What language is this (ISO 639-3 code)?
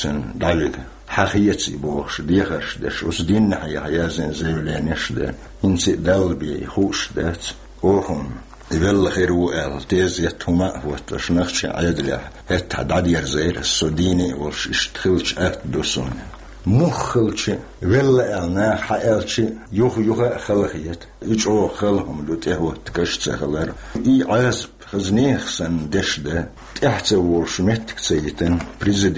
che